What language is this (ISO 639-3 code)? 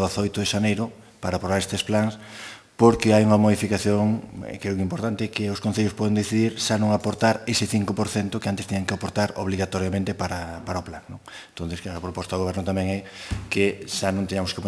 glg